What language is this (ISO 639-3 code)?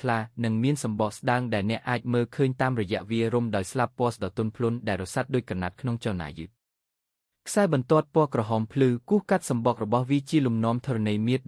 khm